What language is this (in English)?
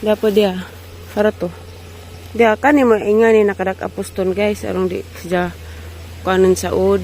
Cebuano